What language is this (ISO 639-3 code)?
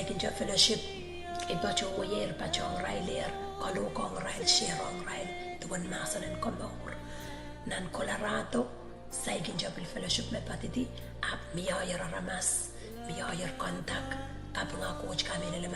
pon